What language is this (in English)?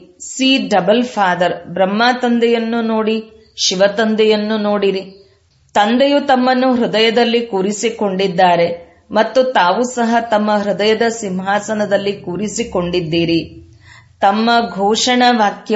Kannada